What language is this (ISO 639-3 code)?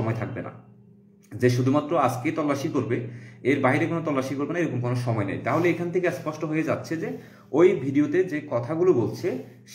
ben